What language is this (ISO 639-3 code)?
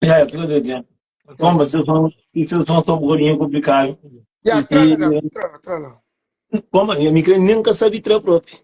kea